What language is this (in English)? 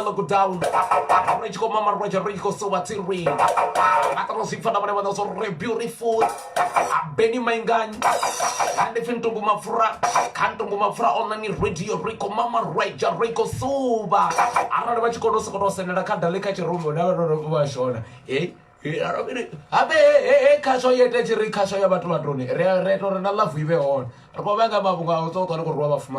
Venda